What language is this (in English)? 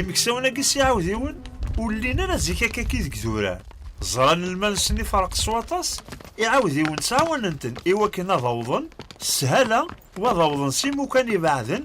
Kabyle